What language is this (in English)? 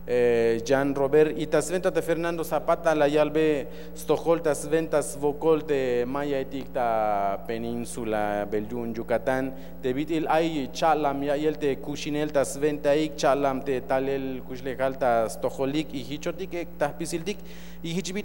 Tzeltal